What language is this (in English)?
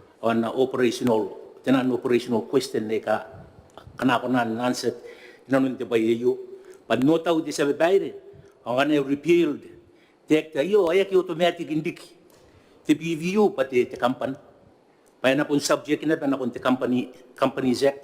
Gilbertese